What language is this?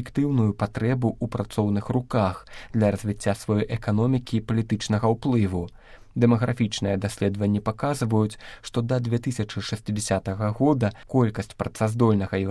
Belarusian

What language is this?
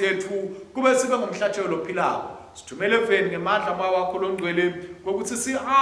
Swati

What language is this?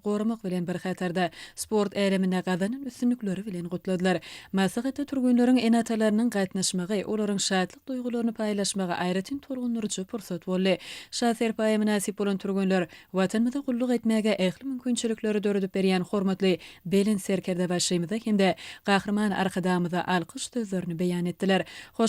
Turkmen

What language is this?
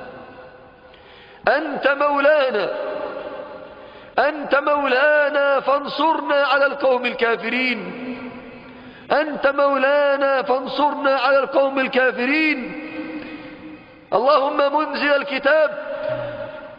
Arabic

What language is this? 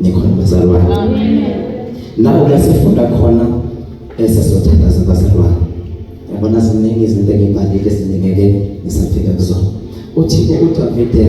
Zulu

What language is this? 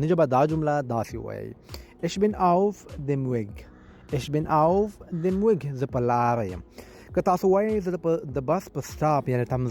Pashto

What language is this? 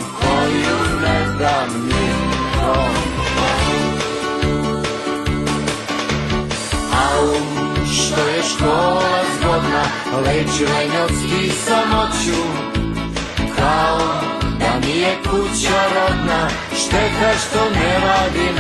Serbian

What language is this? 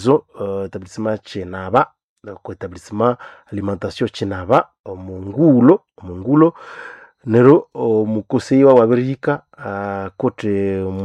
Nande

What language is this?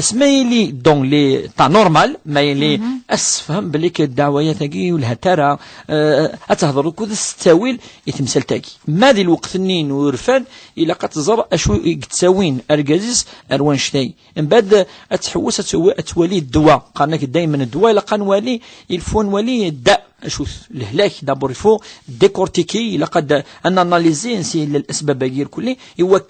Kabyle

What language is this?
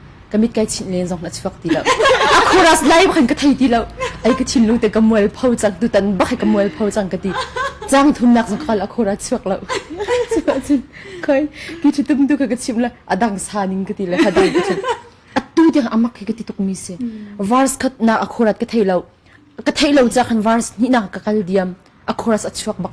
Hakha Chin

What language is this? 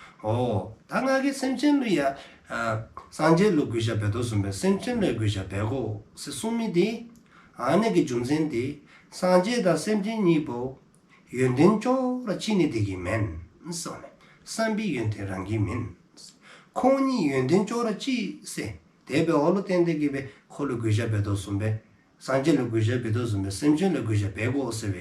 Dzongkha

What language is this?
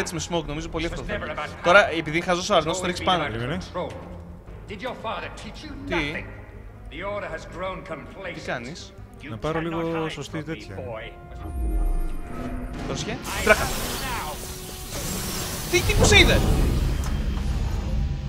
Greek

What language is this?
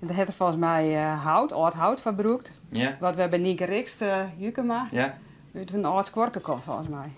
Western Frisian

